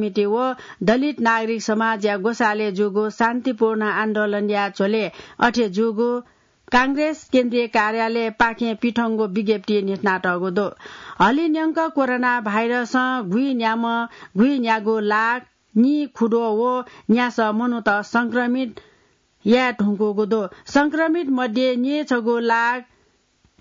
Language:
Newari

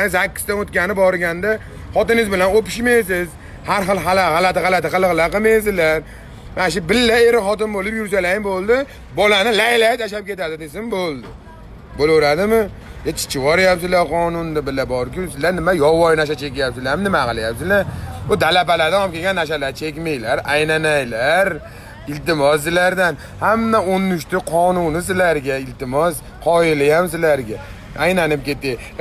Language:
Uzbek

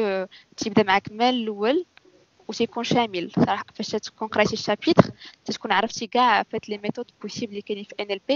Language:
Moroccan Arabic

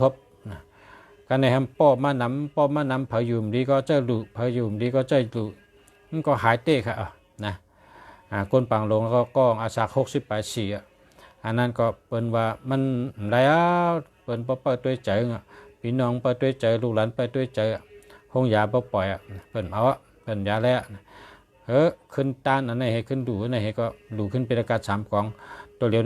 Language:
Shan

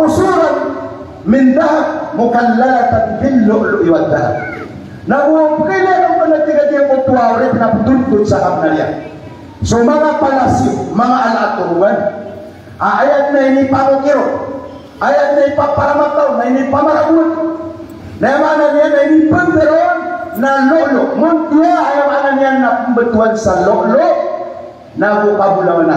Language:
Maranao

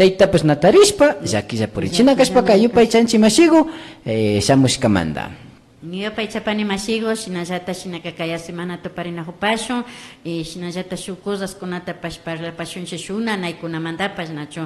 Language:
Imbabura Highland Quichua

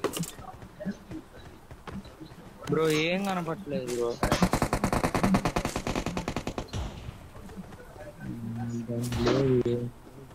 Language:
Telugu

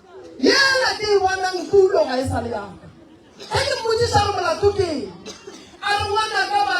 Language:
Northern Sotho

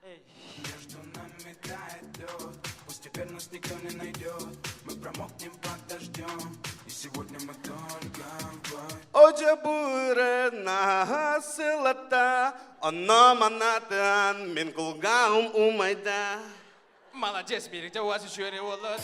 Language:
Yakut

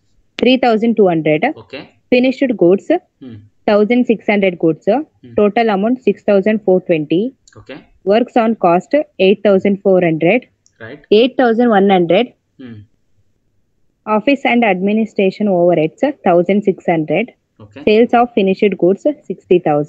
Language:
Kannada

